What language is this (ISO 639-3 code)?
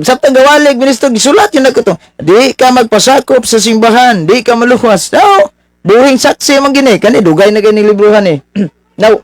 ceb